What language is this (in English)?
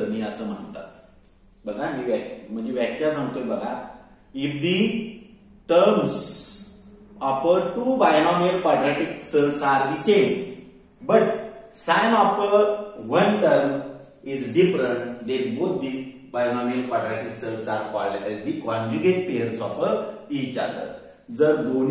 Marathi